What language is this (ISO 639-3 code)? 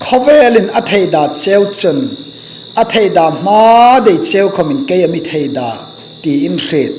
hmr